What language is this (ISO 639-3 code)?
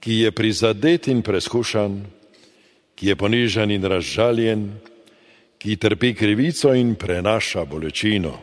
slv